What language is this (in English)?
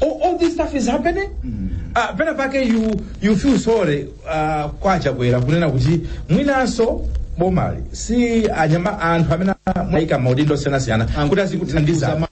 Nyanja